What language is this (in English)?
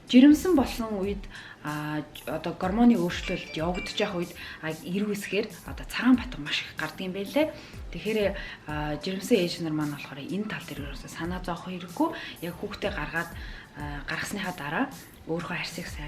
Mongolian